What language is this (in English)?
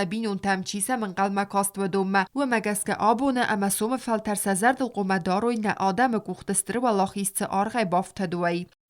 Ossetic